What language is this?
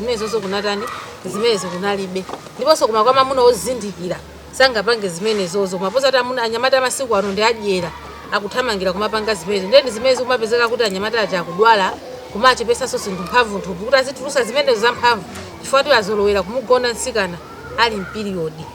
Nyanja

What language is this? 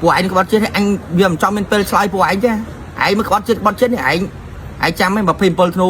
Khmer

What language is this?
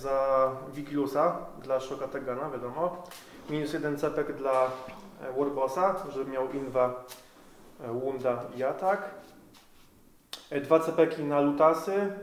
Polish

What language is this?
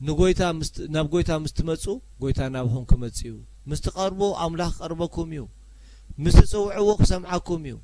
Tigrinya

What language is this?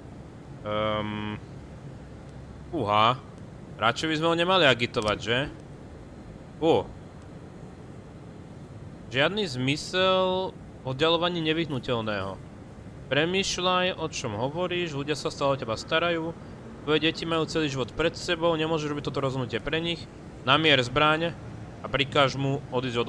Slovak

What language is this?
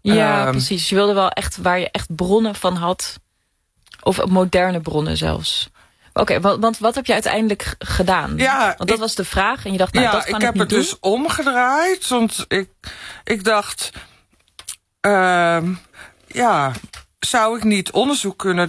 Dutch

